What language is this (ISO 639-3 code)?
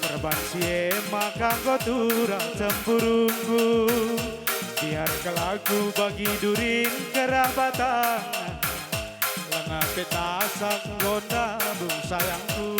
btx